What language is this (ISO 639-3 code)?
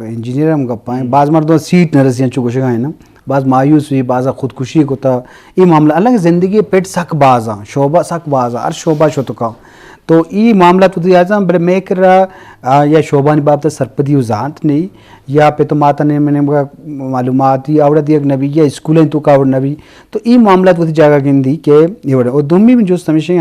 bgp